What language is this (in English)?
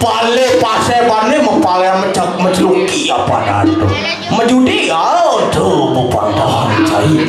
Balinese